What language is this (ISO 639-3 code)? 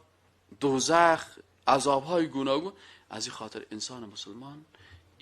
fas